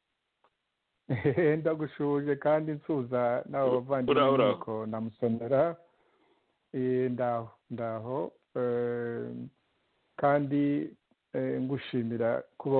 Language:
Kinyarwanda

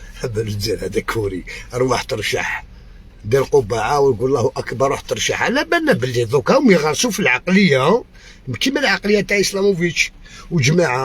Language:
Algerian Arabic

